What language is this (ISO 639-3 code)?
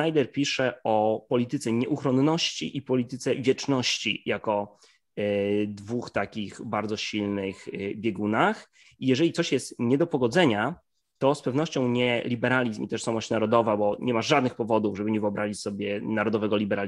pol